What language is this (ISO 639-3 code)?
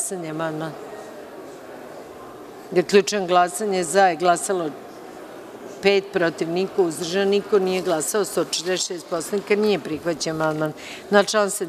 srp